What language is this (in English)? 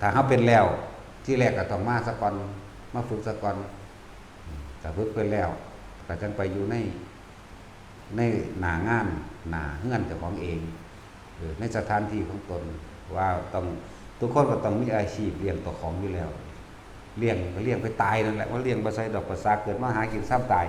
Northeastern Thai